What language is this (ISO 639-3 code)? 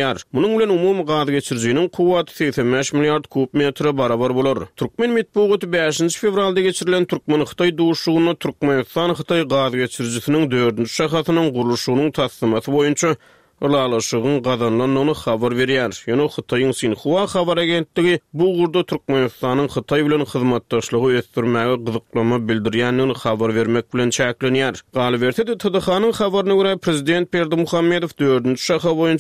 tuk